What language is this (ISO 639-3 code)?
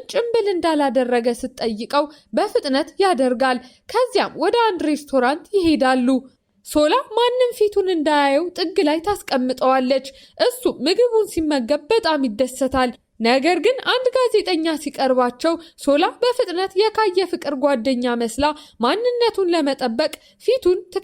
amh